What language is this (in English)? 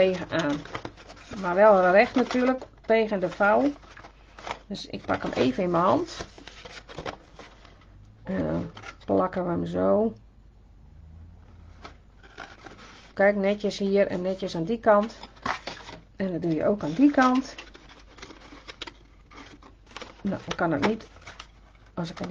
Dutch